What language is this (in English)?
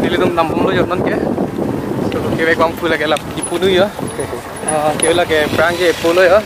Karbi